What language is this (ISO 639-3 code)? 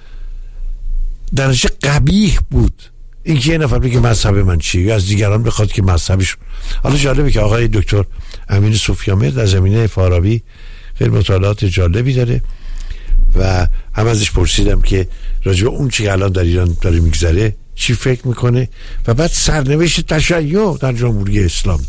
fas